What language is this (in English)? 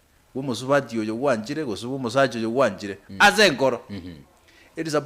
Gusii